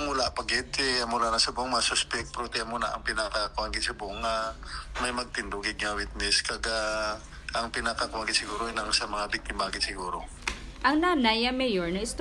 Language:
Hiligaynon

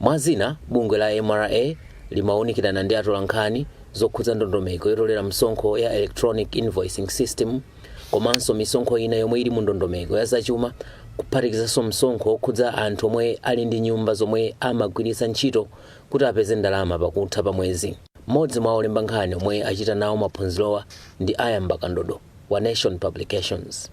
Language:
Nyanja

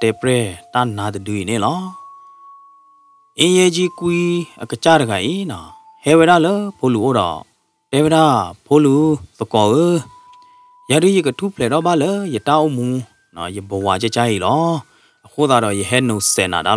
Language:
S'gaw Karen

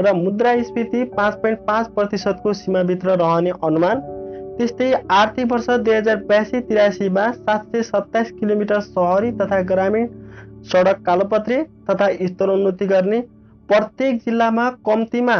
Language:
Nepali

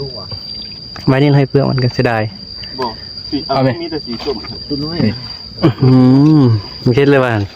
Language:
Northeastern Thai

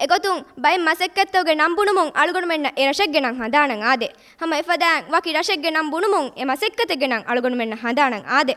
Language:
Divehi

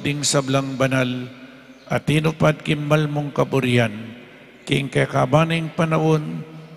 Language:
Pampanga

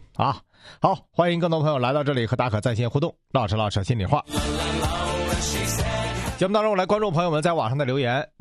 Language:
Chinese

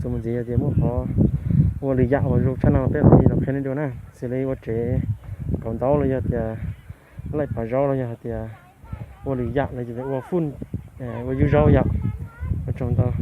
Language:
Hmong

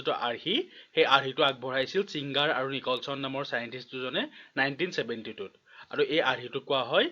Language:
Assamese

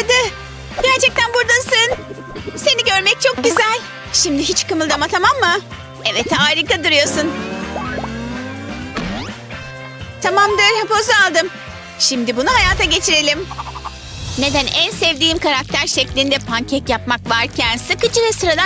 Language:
Turkish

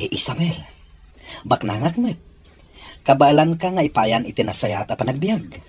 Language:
Iloko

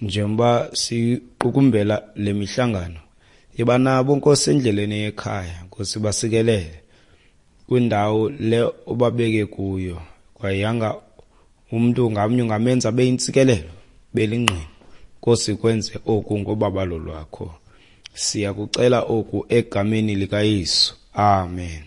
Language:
Xhosa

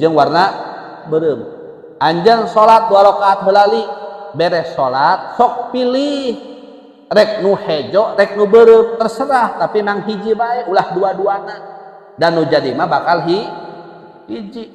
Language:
Sundanese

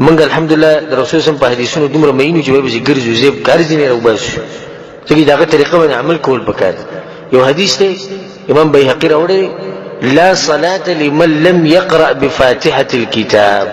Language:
Pashto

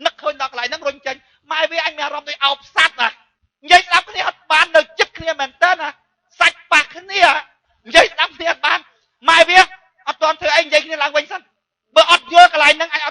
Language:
Khmer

